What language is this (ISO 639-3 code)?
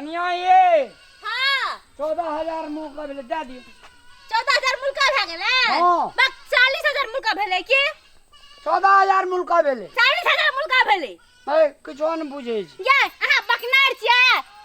mai